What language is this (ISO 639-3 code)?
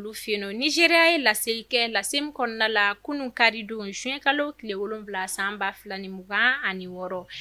bam